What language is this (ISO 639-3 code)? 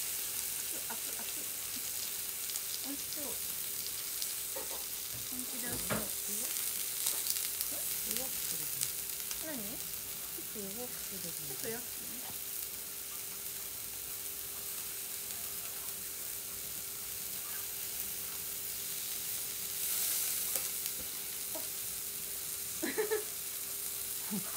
jpn